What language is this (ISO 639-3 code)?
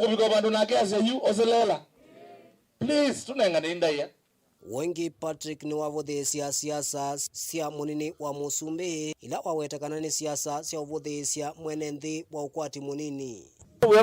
kam